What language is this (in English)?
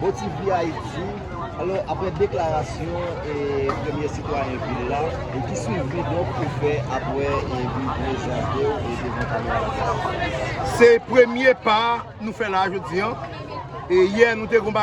Haitian Creole